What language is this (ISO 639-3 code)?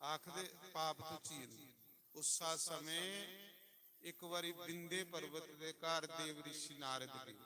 doi